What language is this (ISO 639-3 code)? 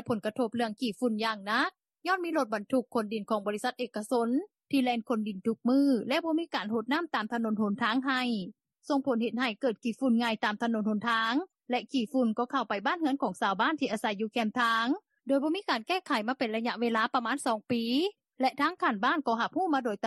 lao